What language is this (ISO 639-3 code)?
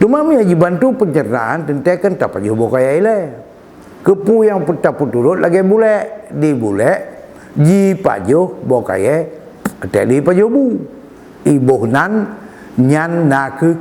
ace